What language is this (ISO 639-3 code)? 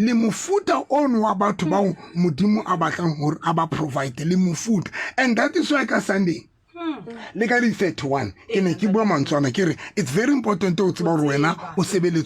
sot